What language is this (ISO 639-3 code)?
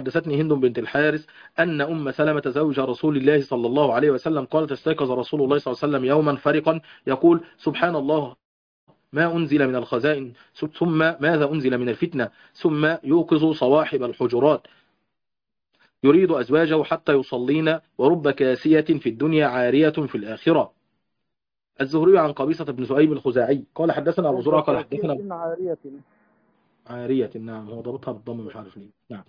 ara